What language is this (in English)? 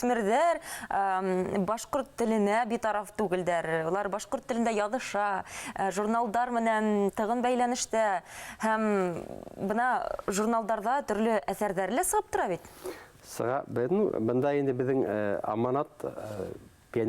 Bashkir